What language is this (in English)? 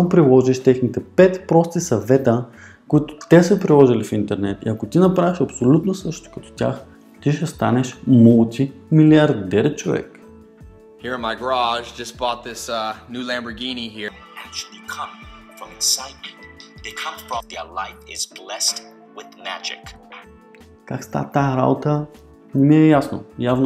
Bulgarian